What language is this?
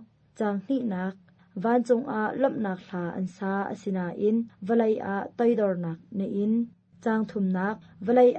Hakha Chin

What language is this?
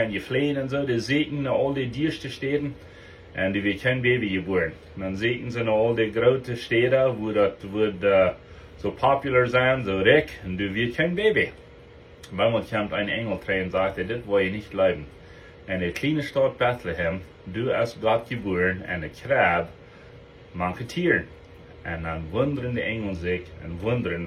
Plautdietsch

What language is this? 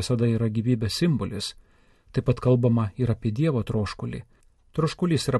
Lithuanian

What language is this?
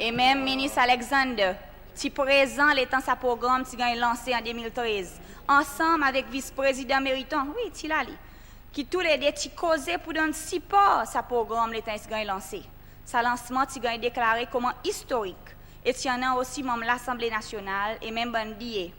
Seselwa Creole French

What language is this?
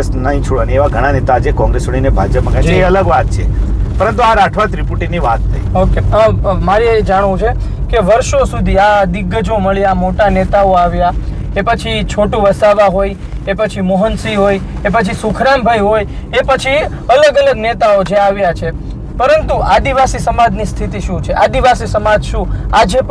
Gujarati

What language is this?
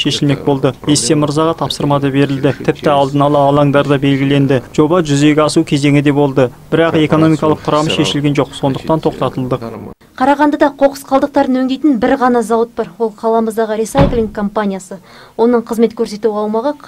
Kazakh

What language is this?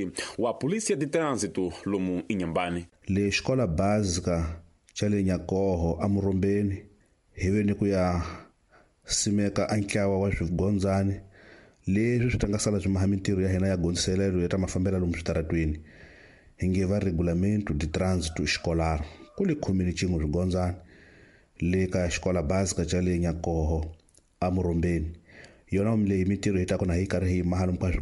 Tsonga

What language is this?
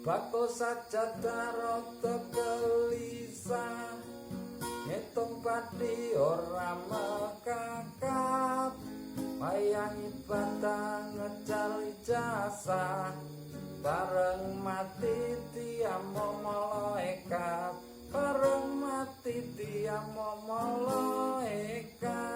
Javanese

